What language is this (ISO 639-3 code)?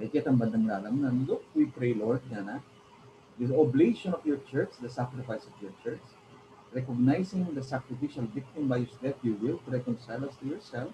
pam